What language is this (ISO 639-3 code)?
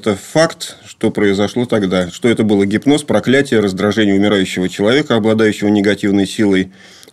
rus